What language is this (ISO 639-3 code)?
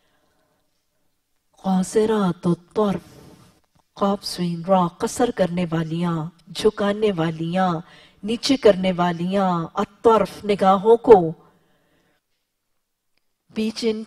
urd